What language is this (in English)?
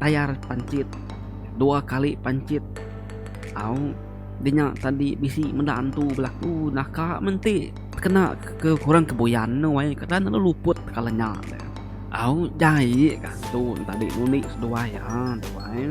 Iban